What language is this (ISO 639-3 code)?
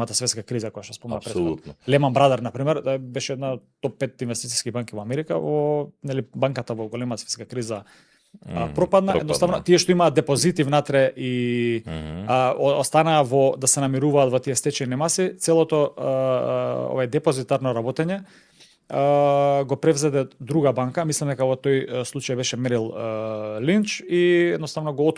mkd